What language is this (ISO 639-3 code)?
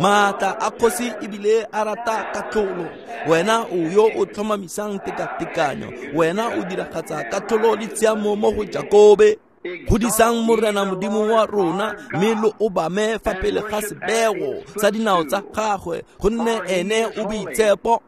tsn